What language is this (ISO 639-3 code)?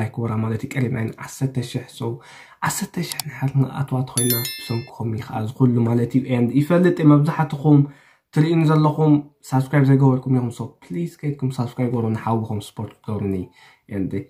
tir